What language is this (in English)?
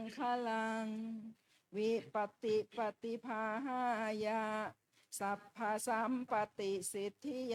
Pali